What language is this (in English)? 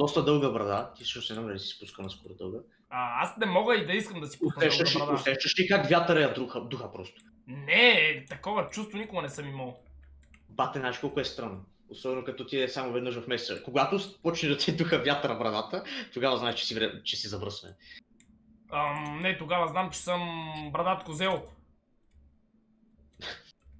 Bulgarian